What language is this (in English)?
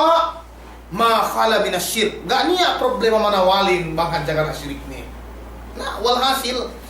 Yakan